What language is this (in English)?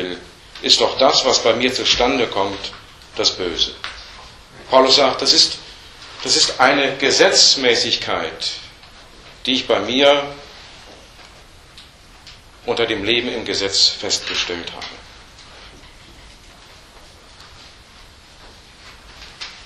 German